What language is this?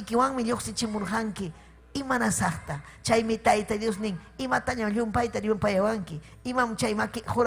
Ayacucho Quechua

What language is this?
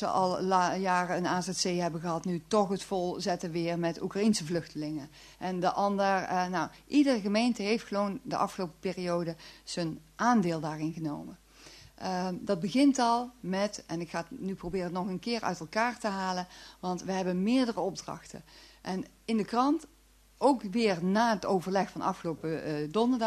Dutch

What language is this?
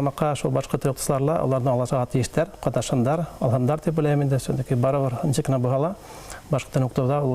Bashkir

